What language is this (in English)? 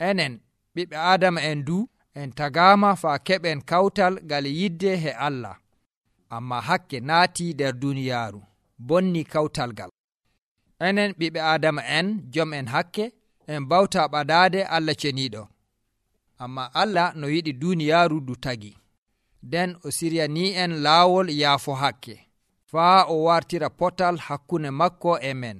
Nigerian Fulfulde